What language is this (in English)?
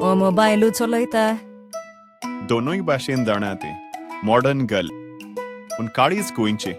Konkani